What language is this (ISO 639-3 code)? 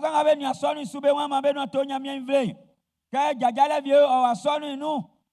bci